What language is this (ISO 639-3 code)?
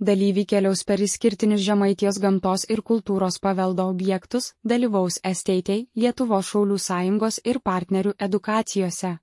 lit